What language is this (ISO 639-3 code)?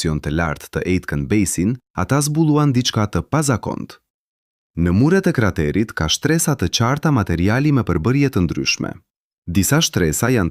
sqi